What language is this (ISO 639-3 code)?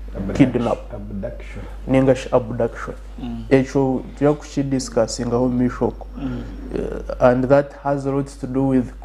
nyn